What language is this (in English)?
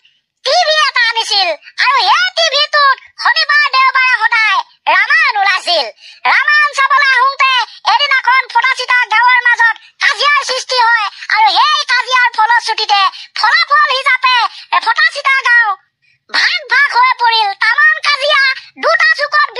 Assamese